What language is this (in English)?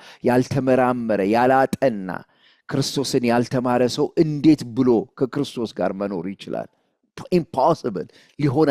Amharic